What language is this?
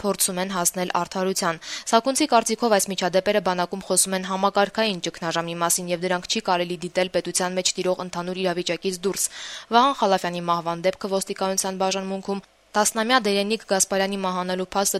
Armenian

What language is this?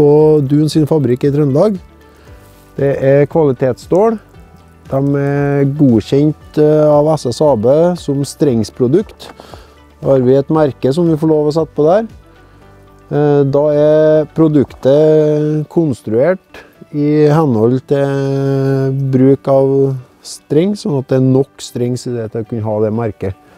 Norwegian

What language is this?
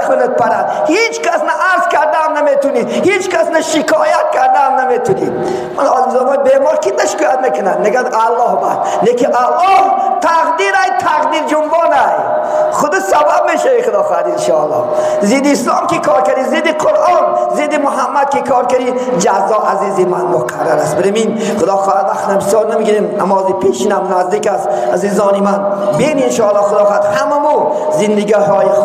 Tajik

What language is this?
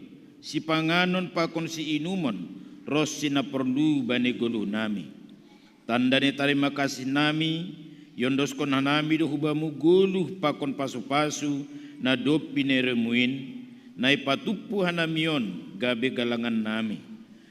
Batak Simalungun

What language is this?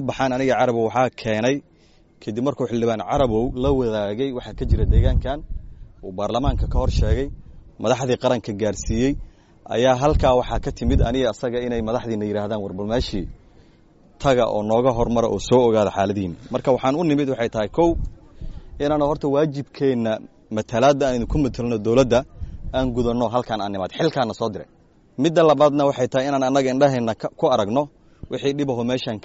Somali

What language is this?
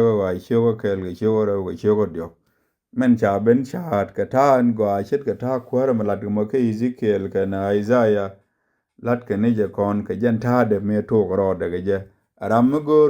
Nuer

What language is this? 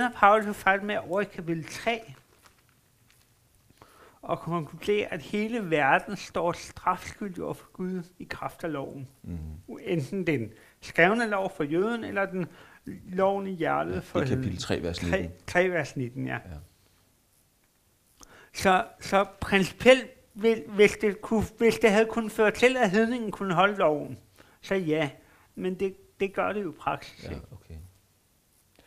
Danish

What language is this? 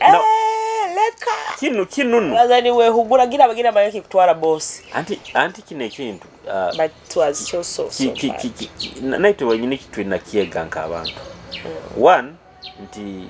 Nyoro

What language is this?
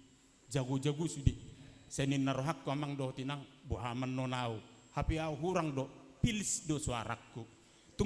Batak Toba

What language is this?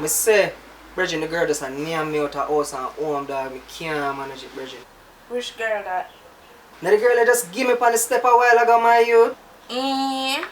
Jamaican Creole English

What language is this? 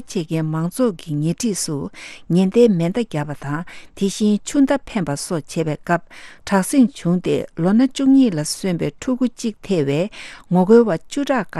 Tibetan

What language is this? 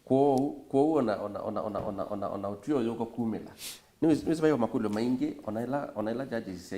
Kamba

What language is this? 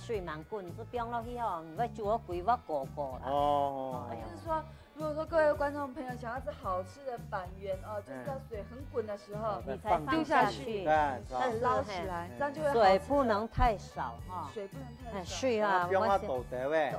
Hakka Chinese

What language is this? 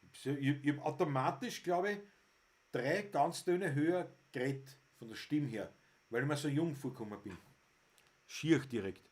Bavarian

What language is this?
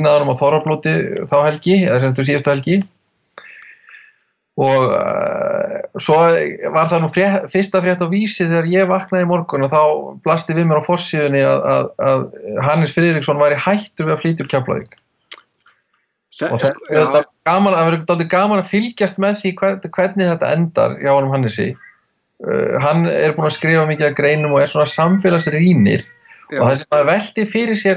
Icelandic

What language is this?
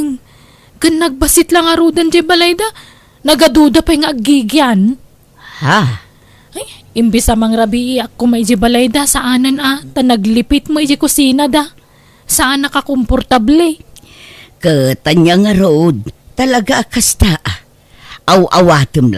Iloko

